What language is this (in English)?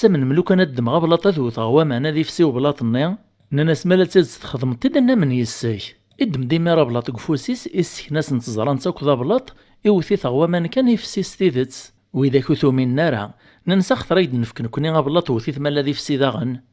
Kabyle